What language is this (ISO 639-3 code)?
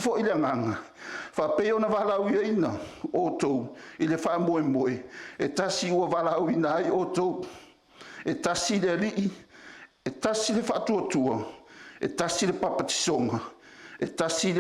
smo